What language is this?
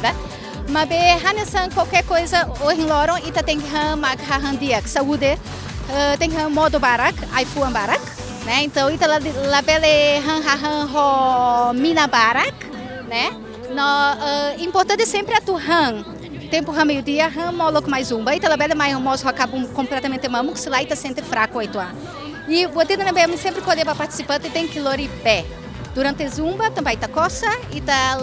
Tetum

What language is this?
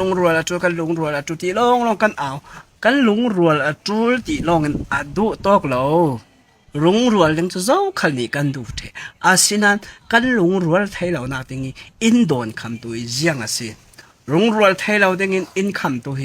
Falam Chin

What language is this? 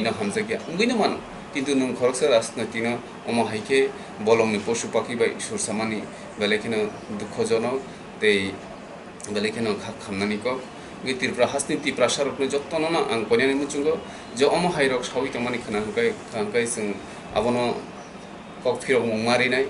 Kok Borok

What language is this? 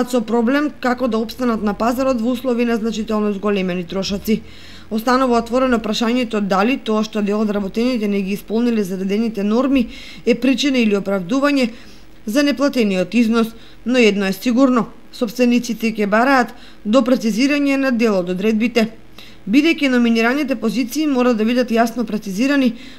Macedonian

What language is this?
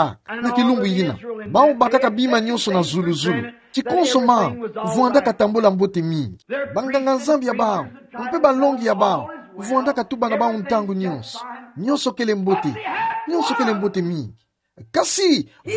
Kituba (Democratic Republic of Congo)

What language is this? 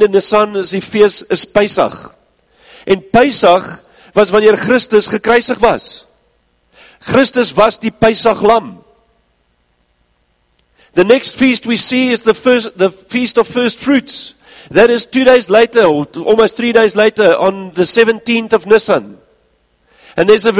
Afrikaans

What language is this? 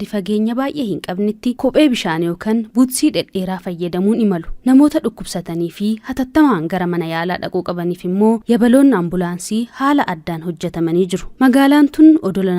Oromo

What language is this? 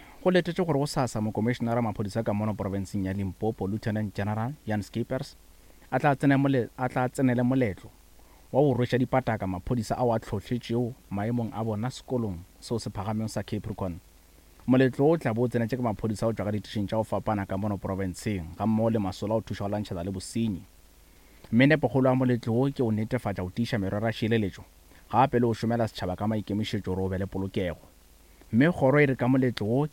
Northern Sotho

